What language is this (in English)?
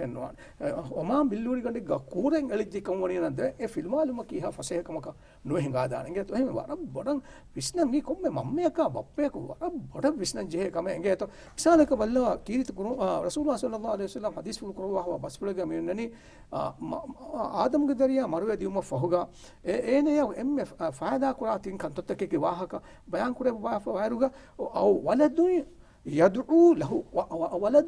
Divehi